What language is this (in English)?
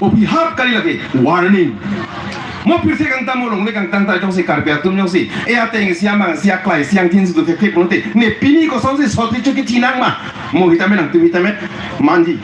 Karbi